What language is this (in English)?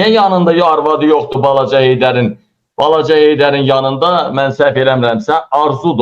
Azerbaijani